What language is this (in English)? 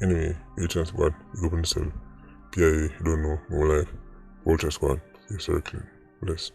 Jamaican Creole English